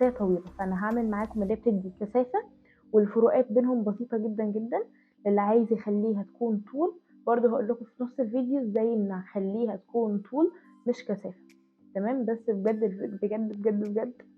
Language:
Egyptian Arabic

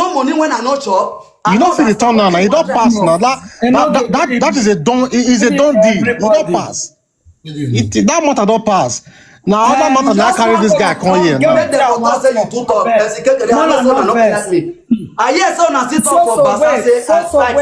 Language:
Nigerian Pidgin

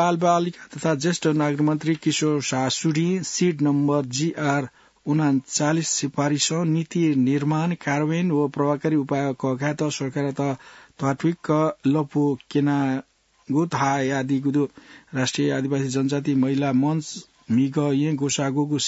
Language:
Newari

